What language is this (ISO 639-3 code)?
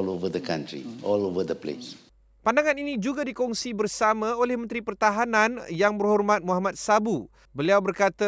msa